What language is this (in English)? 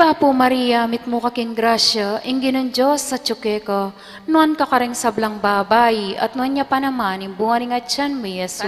Pampanga